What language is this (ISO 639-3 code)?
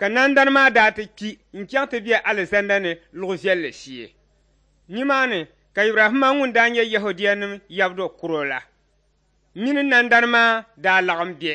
dag